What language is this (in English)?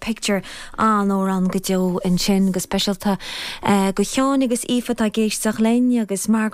Irish